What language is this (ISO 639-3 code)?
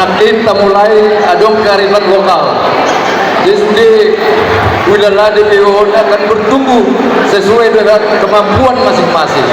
bbc